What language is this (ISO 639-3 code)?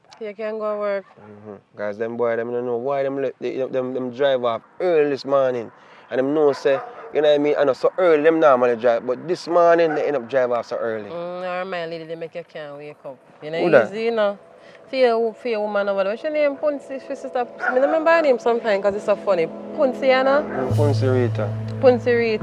jam